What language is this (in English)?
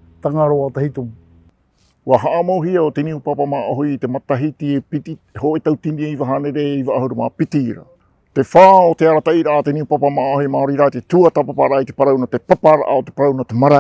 Tahitian